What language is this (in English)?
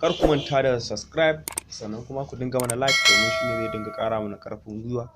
Hausa